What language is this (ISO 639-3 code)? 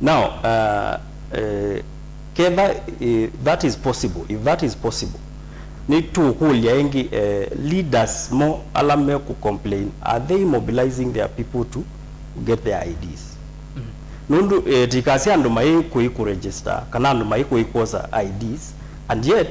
kam